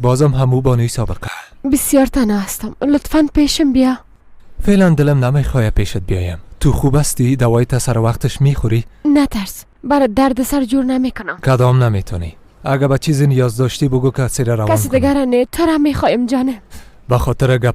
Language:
Persian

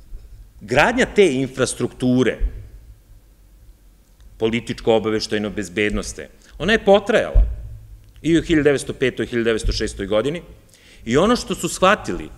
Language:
Serbian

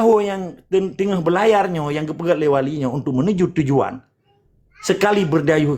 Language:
Achinese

